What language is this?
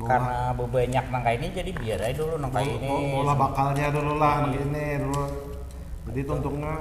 Banjar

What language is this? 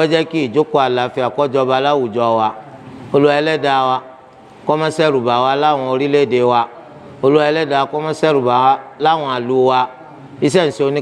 Yoruba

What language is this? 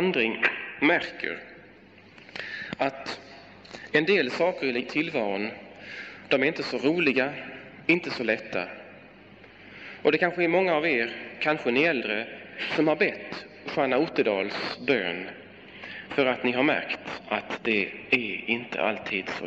Swedish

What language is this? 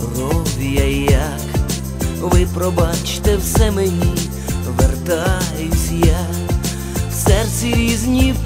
Ukrainian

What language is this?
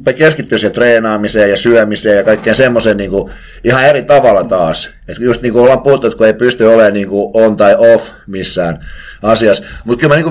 Finnish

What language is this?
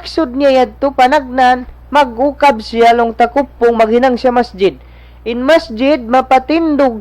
Tausug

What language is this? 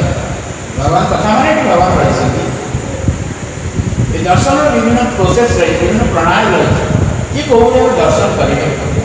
Odia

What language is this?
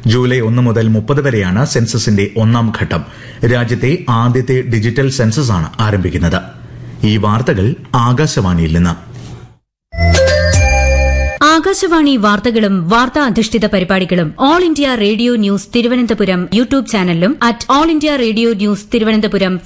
Malayalam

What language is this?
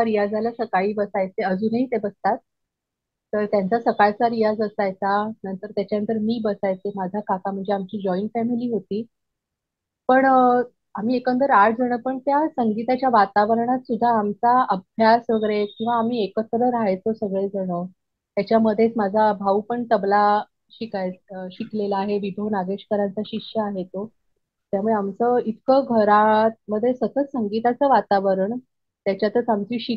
Marathi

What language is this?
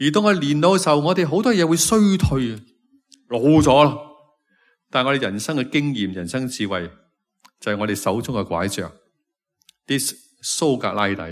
Cantonese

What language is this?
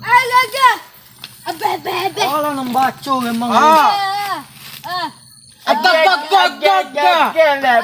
Minangkabau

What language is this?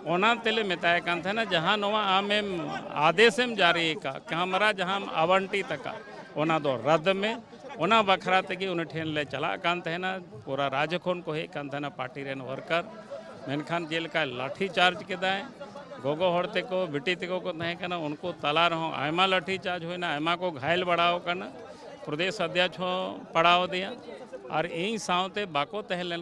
Santali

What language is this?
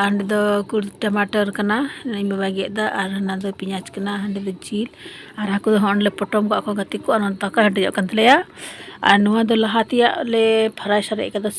Santali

